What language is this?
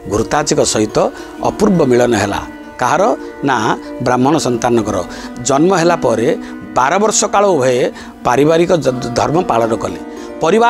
Odia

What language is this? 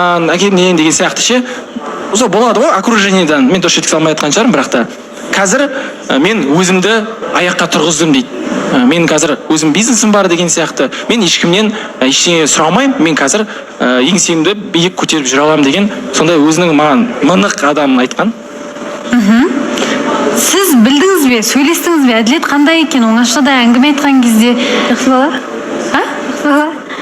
Kazakh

